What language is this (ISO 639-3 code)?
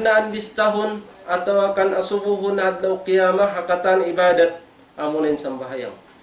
tsg